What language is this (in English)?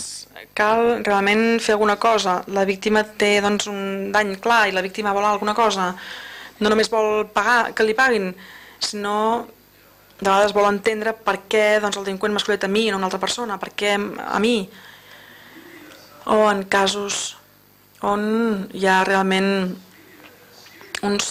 Catalan